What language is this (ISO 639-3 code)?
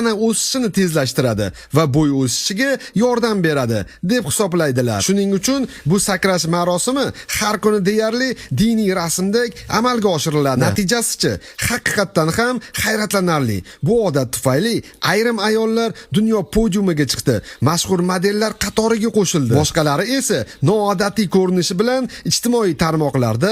uzb